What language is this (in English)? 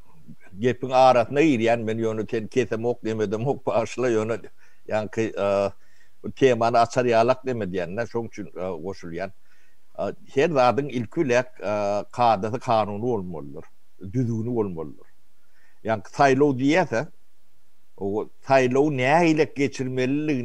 Turkmen